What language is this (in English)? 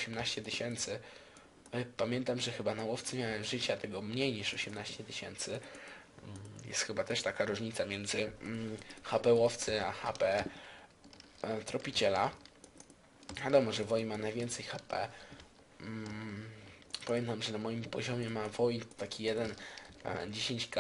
Polish